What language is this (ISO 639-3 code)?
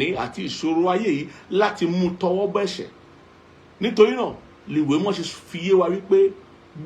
yor